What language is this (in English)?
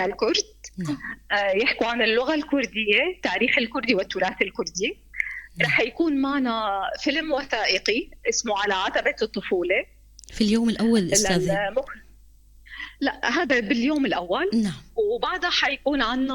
North Levantine Arabic